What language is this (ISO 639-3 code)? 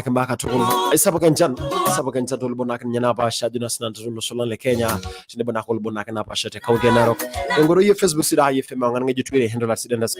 mas